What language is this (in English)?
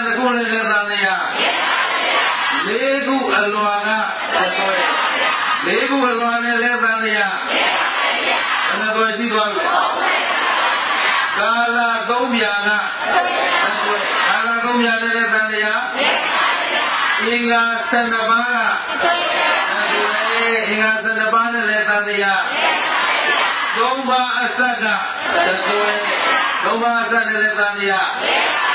Burmese